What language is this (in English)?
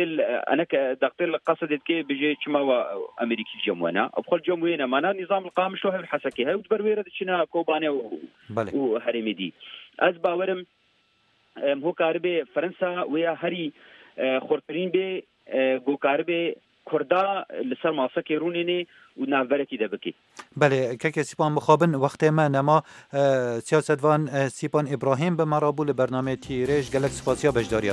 Kurdish